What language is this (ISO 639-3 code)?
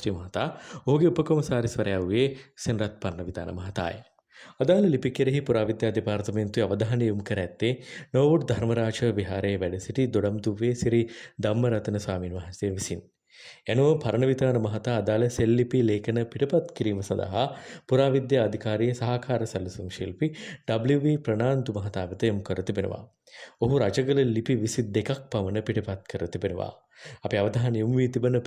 sin